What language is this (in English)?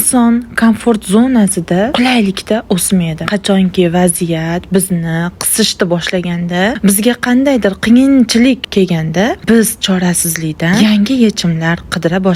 Uzbek